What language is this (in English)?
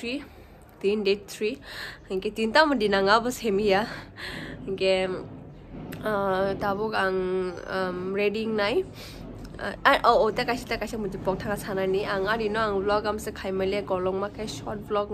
Kok Borok